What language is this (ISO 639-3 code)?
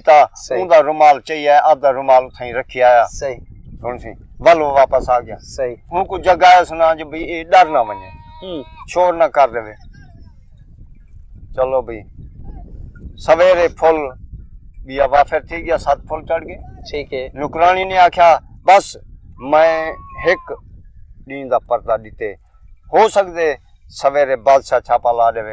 skr